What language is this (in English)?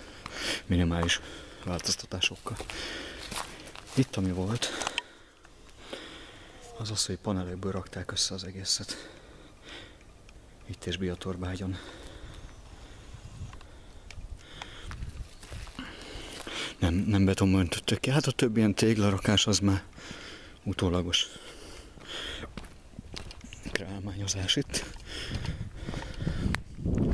Hungarian